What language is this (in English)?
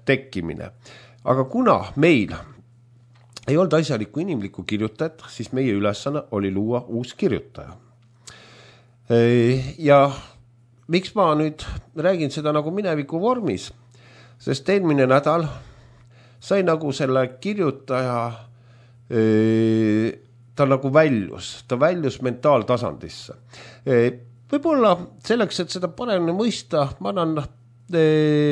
Estonian